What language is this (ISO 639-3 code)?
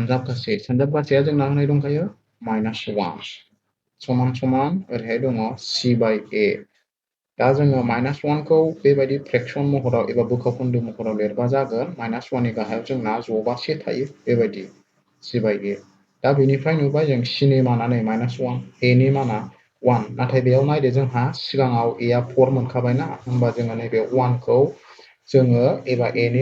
brx